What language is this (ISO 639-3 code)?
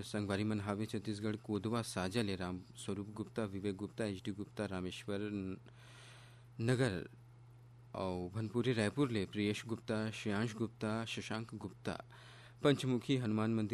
hne